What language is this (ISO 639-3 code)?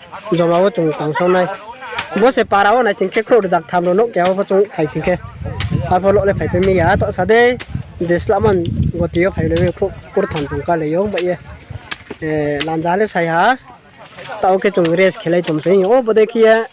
ria